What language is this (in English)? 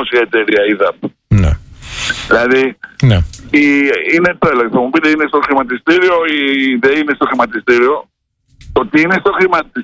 Greek